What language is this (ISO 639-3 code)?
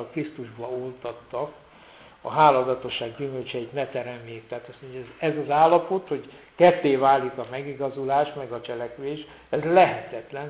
hun